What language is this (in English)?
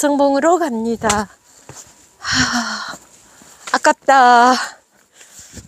Korean